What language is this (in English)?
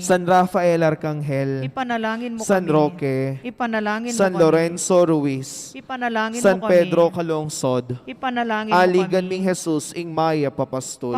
Pampanga